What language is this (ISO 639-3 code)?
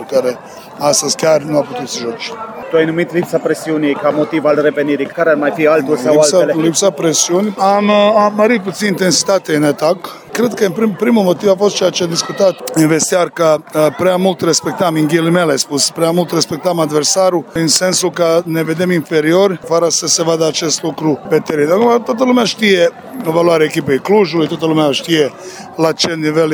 ron